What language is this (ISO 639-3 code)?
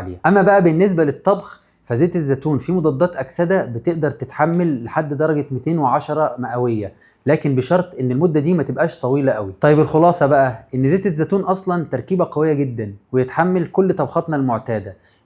arz